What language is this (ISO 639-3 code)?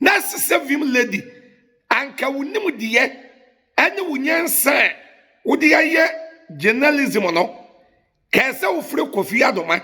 aka